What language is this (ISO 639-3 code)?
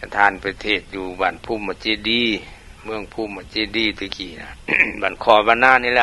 lao